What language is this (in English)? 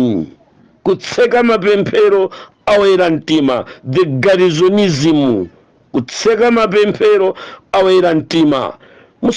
Nyanja